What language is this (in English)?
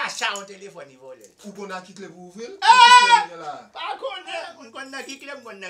Haitian Creole